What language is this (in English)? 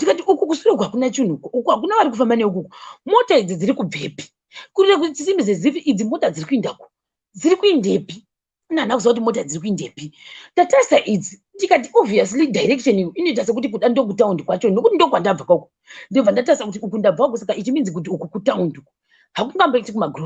Shona